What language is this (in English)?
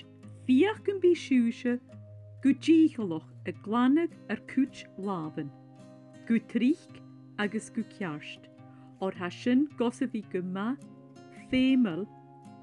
Scottish Gaelic